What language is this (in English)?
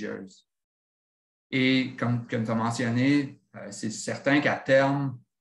French